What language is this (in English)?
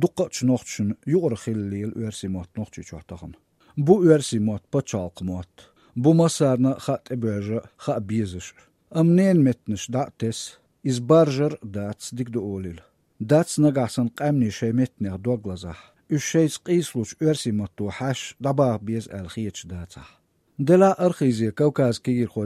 Chechen